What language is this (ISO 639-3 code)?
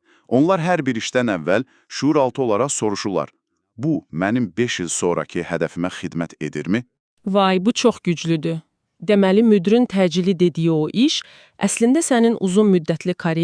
aze